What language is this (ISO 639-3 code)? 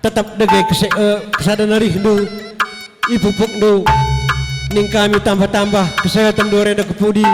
btx